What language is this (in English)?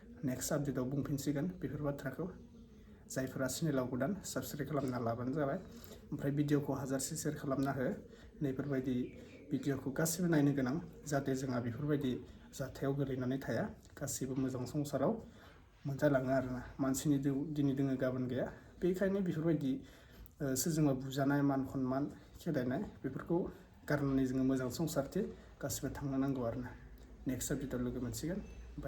Bodo